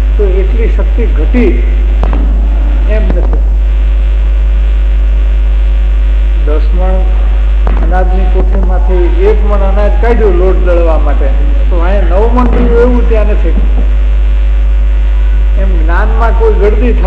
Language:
Gujarati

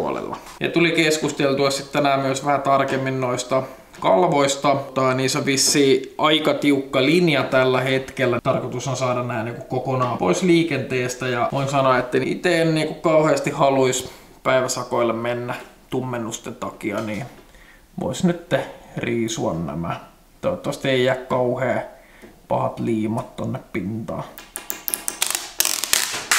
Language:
Finnish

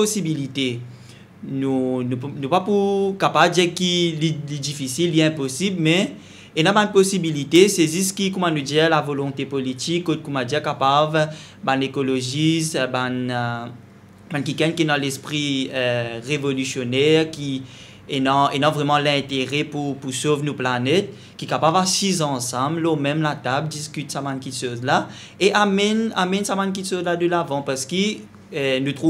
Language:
Morisyen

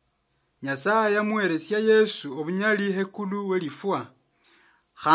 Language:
Luyia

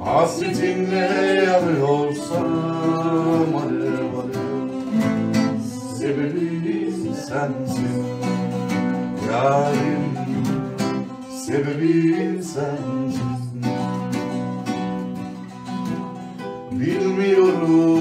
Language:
Turkish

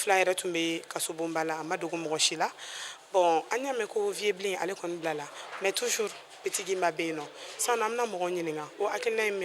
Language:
Bambara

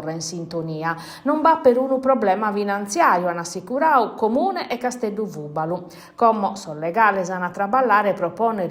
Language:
Sardinian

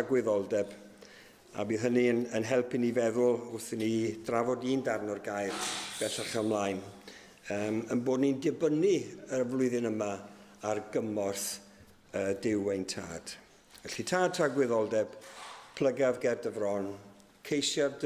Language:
Welsh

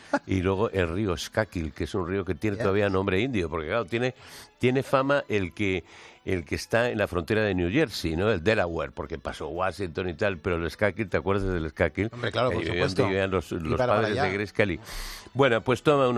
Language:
Spanish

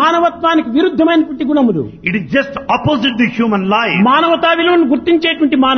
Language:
Telugu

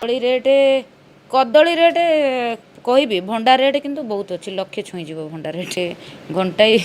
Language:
Odia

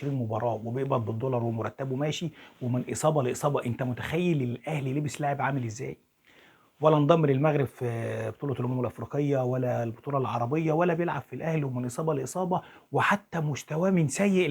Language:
Egyptian Arabic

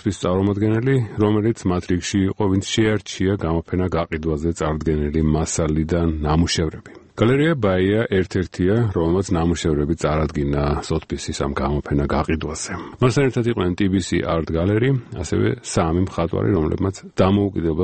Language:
Georgian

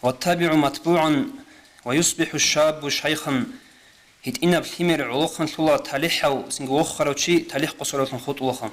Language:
Avaric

